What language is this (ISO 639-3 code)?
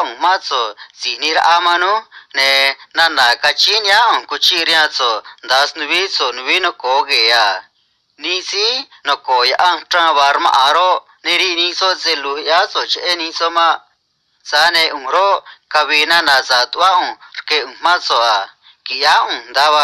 trc